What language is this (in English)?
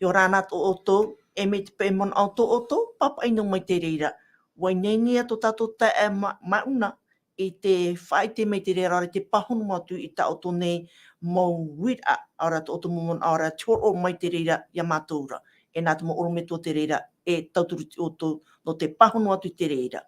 Tahitian